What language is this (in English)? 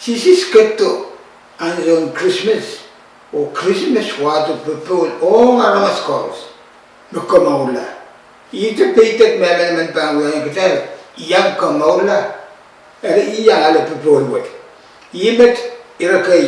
Pohnpeian